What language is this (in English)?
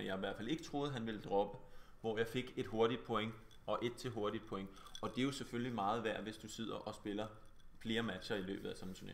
Danish